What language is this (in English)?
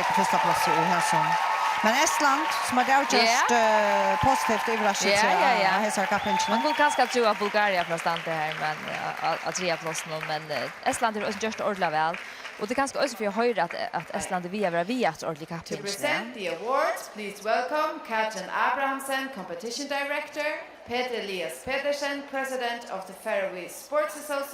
Faroese